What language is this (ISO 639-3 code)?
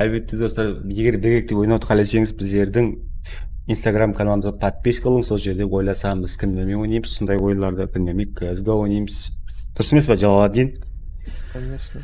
kaa